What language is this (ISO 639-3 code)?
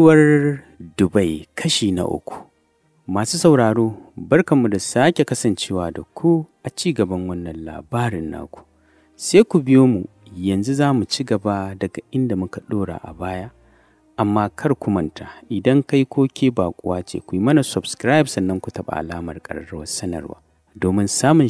hau